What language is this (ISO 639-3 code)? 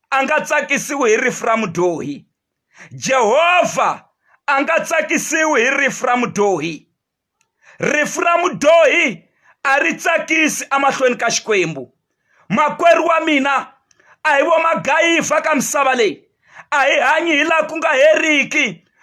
tso